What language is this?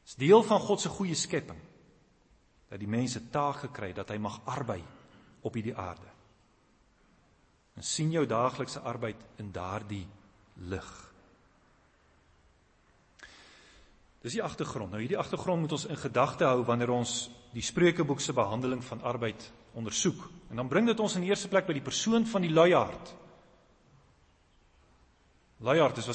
Afrikaans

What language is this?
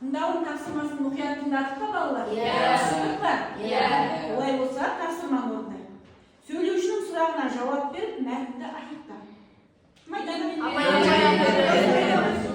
Kazakh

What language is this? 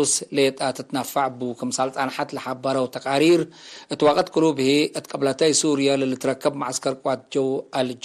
Tigre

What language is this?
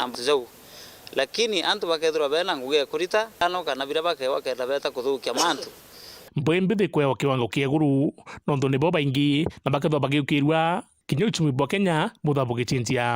Meru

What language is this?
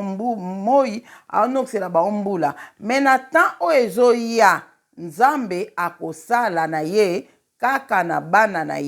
Lingala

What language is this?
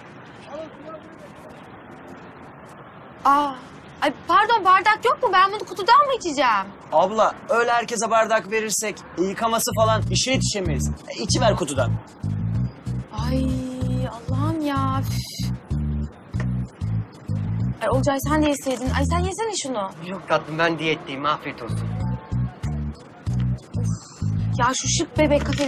Turkish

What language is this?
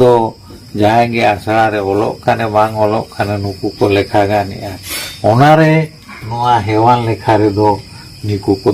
Santali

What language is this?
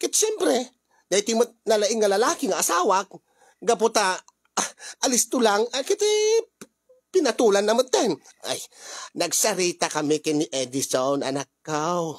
Iloko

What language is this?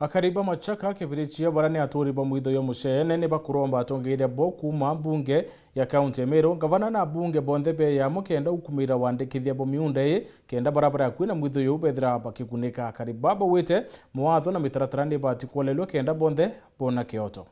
Meru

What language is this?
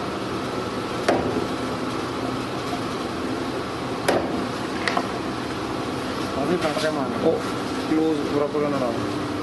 Punjabi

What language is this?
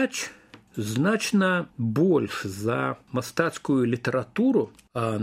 Belarusian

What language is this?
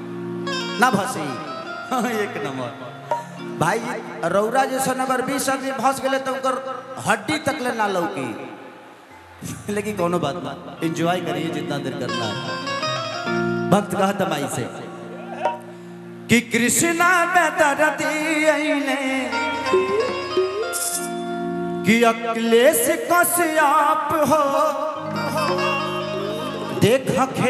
Bhojpuri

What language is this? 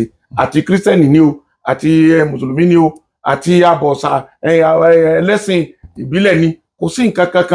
Yoruba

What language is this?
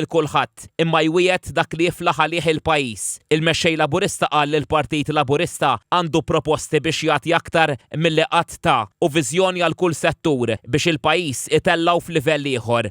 Maltese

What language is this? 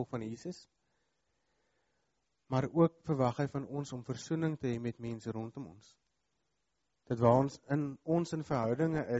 Afrikaans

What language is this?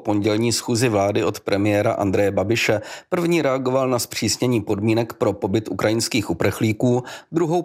Czech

